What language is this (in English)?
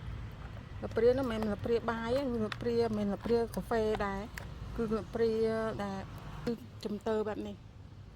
Khmer